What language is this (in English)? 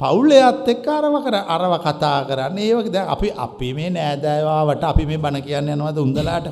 Sinhala